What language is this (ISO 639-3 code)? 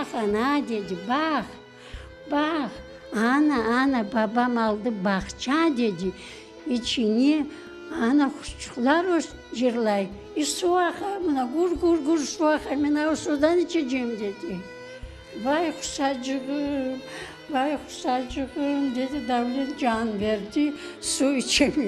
crh